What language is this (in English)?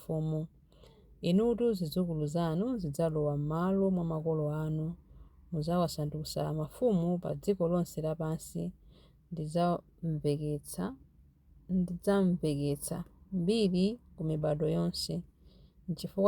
Nyanja